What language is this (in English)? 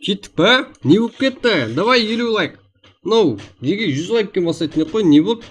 Kara-Kalpak